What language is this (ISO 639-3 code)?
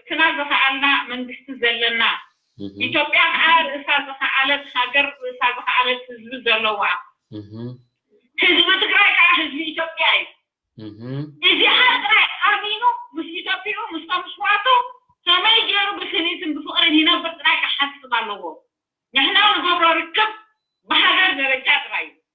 tir